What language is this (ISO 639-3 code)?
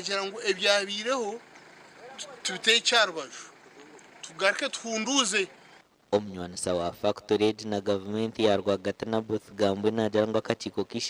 nyn